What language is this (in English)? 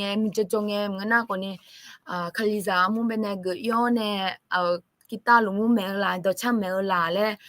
Akha